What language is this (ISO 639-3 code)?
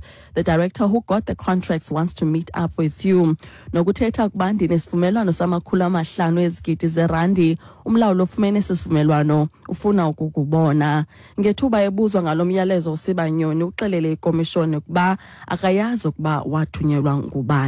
xho